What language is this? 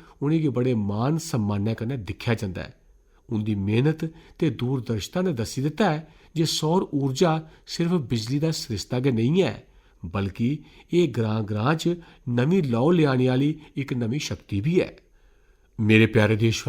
Dogri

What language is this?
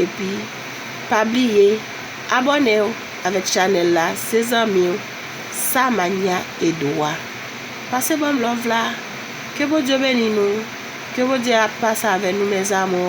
Haitian Creole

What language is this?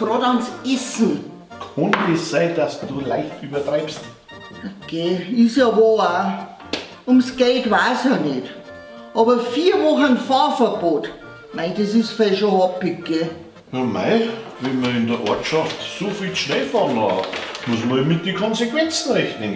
Bavarian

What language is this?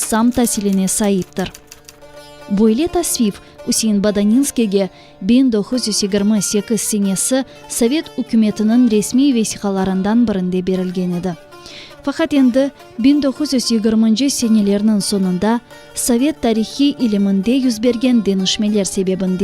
Crimean Tatar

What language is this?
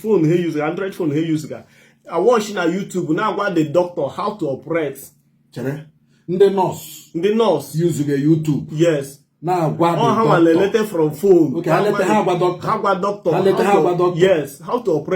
Igbo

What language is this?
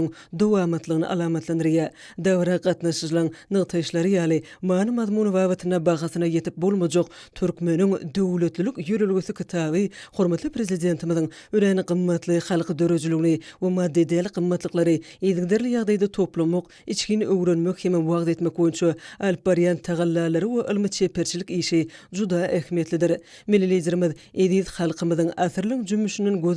Turkmen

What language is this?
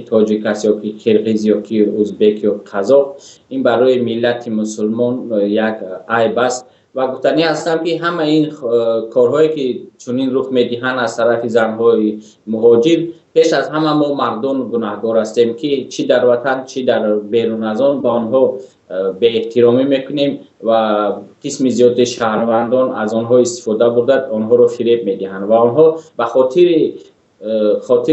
Tajik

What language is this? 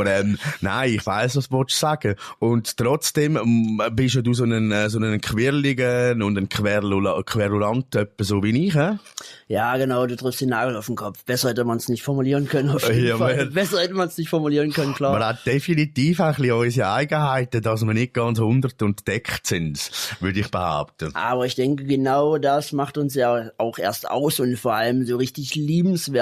Swiss German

